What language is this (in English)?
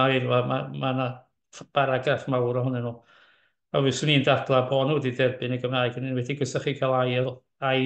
Welsh